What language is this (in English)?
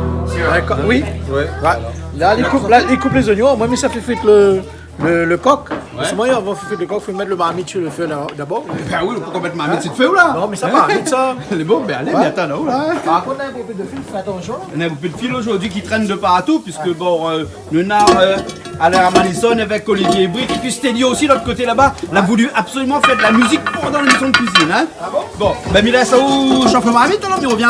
Réunion Creole French